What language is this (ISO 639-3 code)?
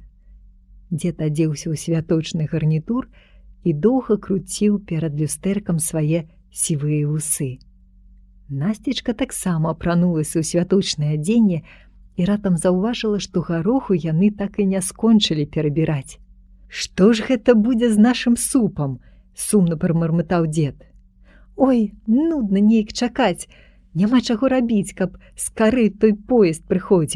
bel